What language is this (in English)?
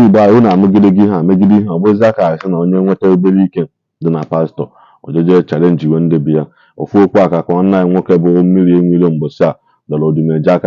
Igbo